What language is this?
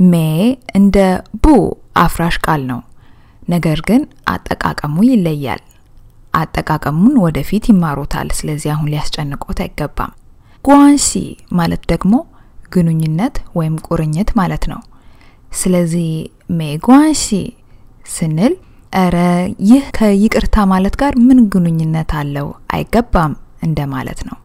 Amharic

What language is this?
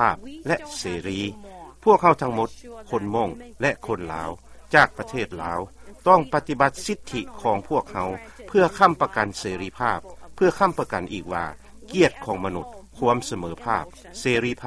Lao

